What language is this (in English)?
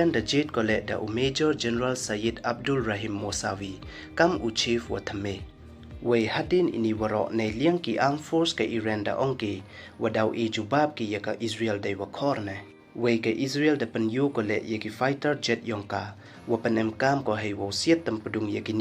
Pnar